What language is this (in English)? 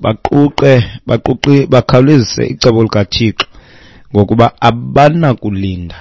Xhosa